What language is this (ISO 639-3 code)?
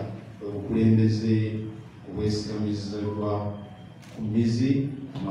lug